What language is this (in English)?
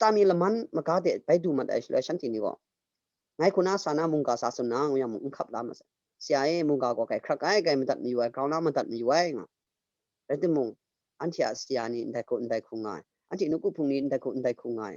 Kachin